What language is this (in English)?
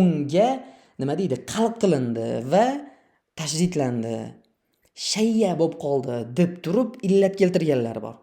Uzbek